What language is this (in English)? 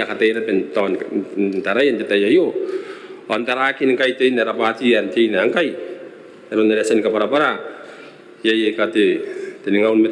Gilbertese